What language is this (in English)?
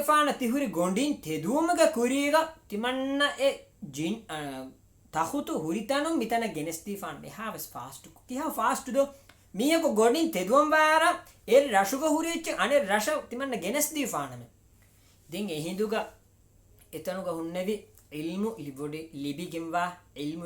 Divehi